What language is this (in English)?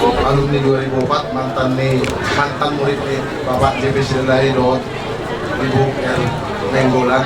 Batak Toba